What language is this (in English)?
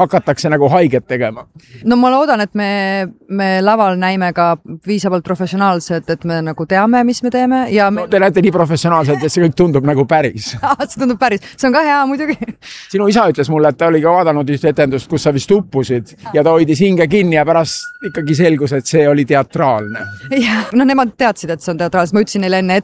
Estonian